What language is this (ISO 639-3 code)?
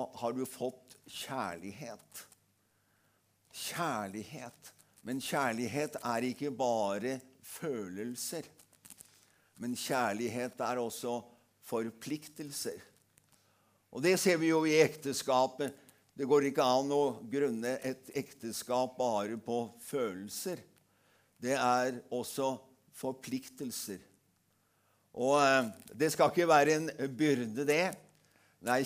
nor